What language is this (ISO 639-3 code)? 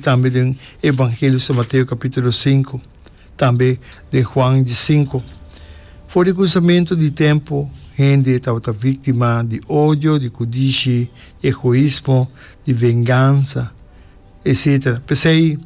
pap